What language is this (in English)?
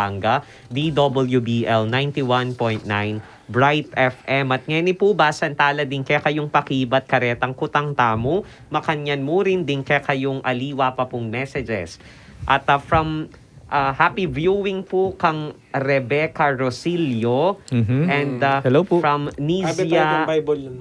Pampanga